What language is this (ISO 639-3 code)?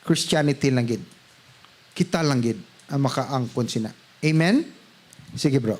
hil